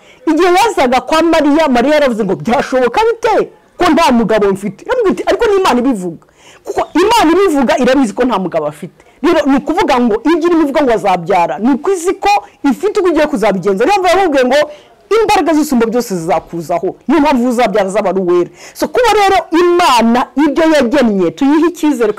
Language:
Kinyarwanda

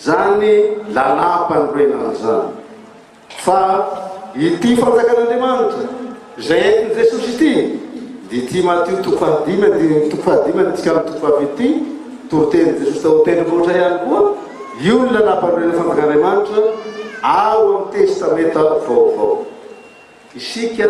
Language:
Malagasy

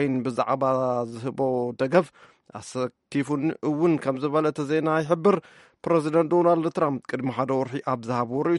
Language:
Tigrinya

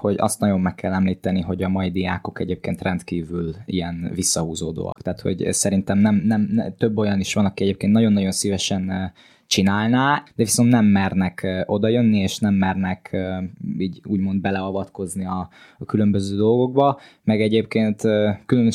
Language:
Hungarian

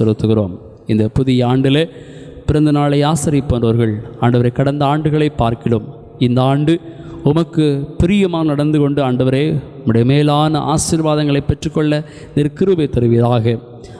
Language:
Tamil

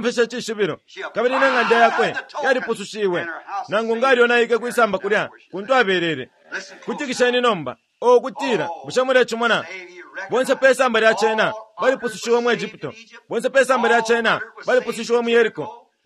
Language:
Bemba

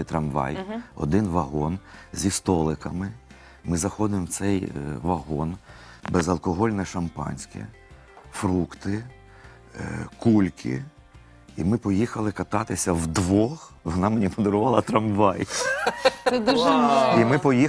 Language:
Ukrainian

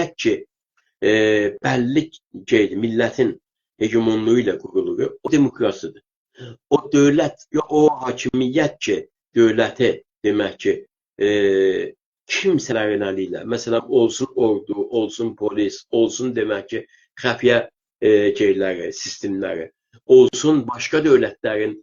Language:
South Azerbaijani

